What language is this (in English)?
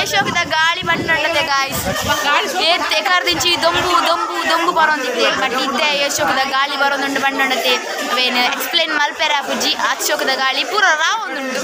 Tulu